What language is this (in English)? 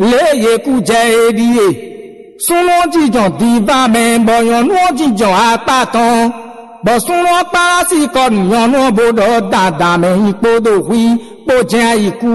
Fon